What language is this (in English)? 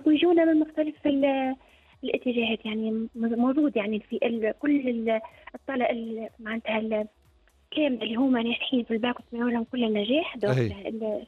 Tunisian Arabic